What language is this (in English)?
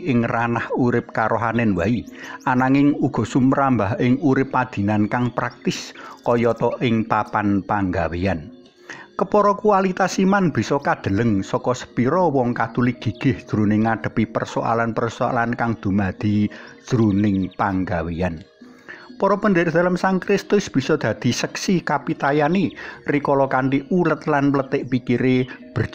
Javanese